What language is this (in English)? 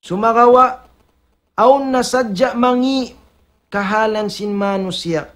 Tausug